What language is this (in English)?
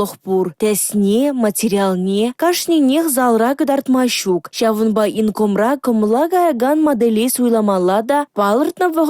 Chuvash